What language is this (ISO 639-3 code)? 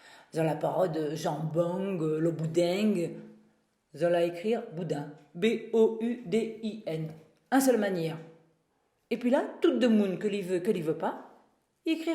rcf